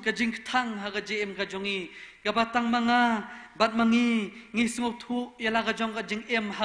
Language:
Khasi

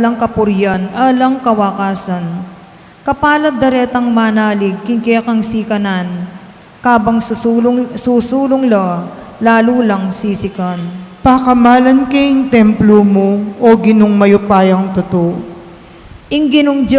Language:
Pampanga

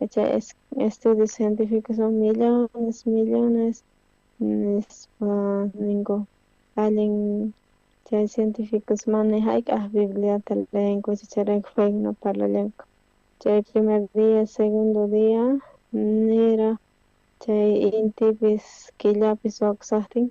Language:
South Bolivian Quechua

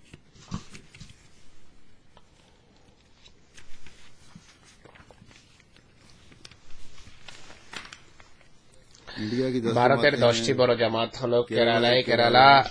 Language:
Bangla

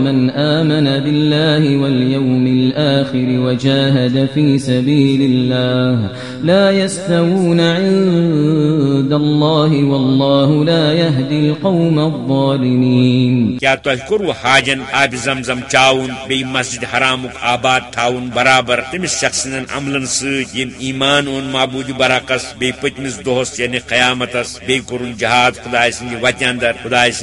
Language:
Kashmiri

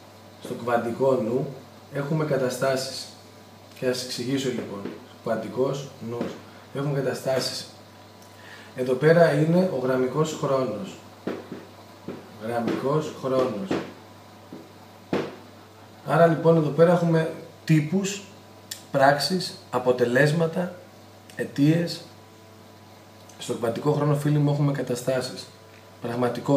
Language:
Greek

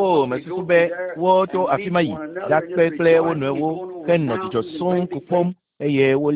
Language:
Ewe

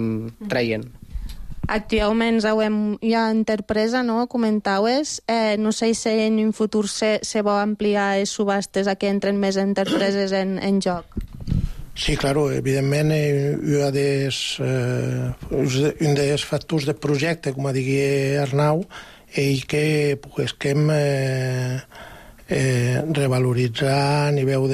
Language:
Catalan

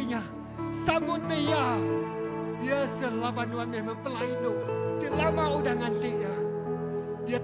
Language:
Iban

